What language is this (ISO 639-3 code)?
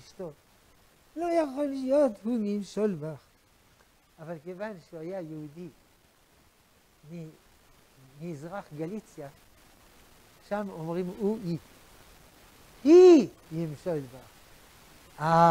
heb